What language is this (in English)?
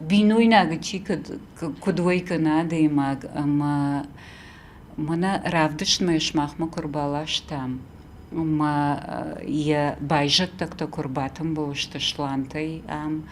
Ossetic